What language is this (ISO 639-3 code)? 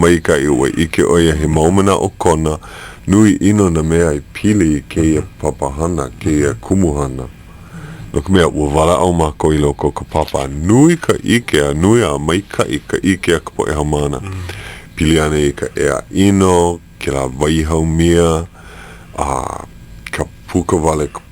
haw